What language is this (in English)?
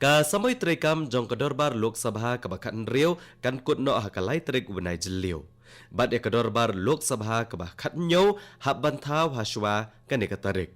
Khasi